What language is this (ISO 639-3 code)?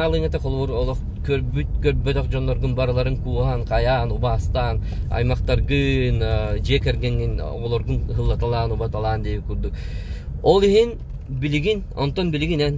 sah